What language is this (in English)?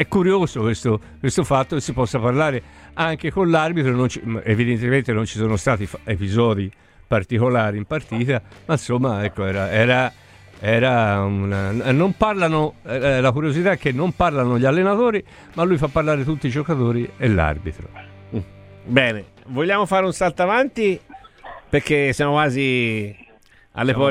Italian